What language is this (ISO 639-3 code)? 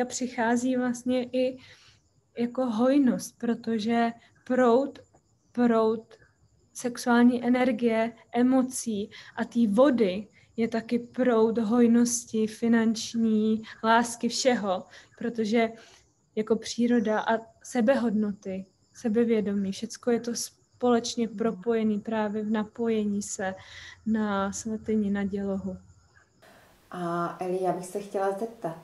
ces